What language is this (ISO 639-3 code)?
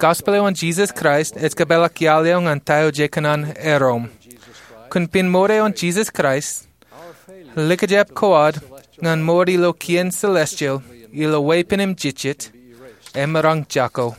mah